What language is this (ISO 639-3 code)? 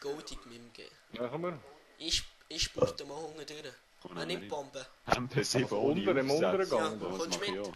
gsw